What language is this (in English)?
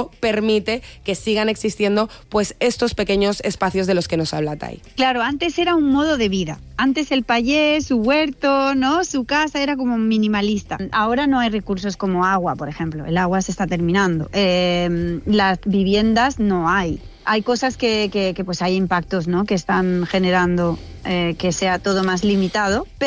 Spanish